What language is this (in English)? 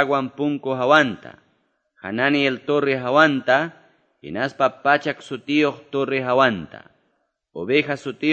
Quechua